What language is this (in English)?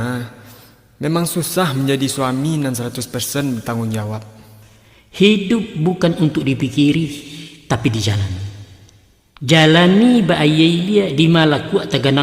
Minangkabau